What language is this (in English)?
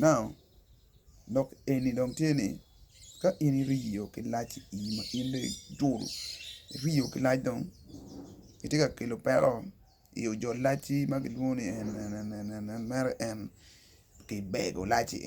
Acoli